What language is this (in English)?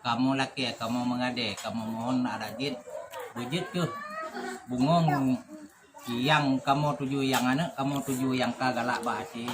Achinese